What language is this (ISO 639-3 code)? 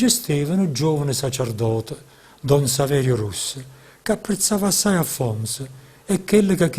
nap